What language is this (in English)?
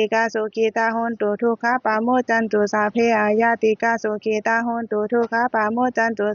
Pali